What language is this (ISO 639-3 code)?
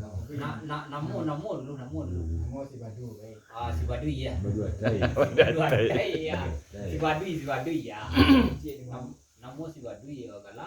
min